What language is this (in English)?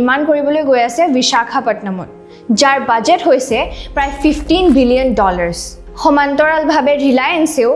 Assamese